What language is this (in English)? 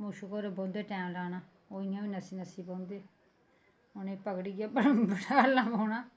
Dogri